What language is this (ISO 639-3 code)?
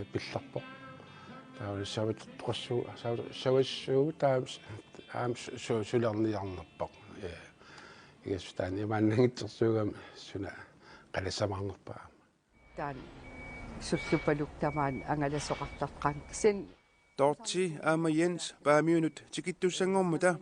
kal